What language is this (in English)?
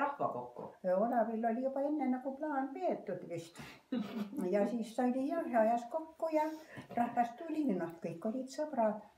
Estonian